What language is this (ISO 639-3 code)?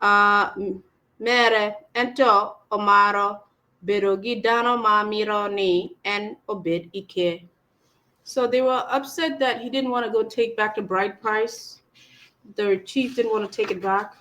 ach